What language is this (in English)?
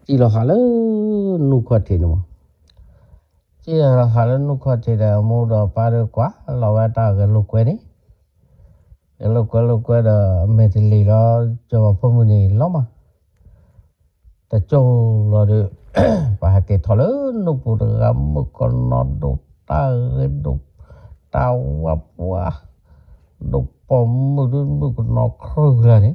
S'gaw Karen